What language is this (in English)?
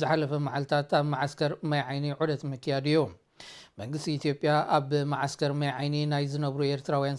Tigrinya